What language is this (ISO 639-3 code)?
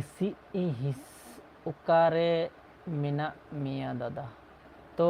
sat